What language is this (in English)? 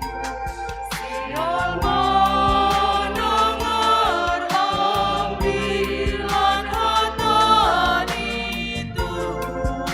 Batak Simalungun